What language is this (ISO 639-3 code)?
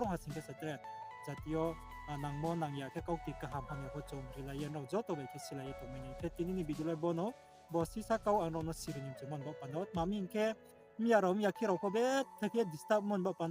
ria